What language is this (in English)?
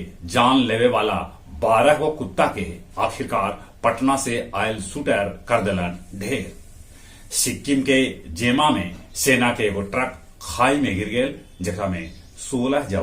Magahi